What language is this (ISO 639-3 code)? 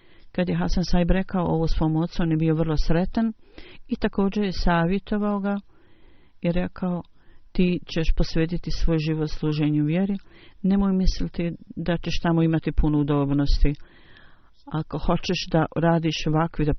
bos